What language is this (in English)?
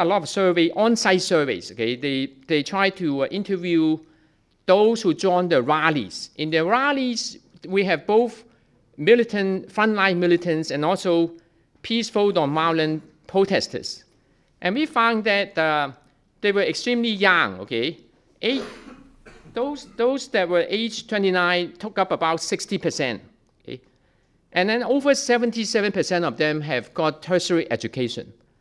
English